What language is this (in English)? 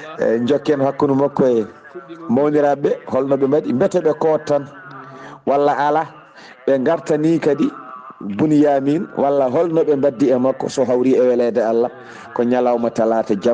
Fula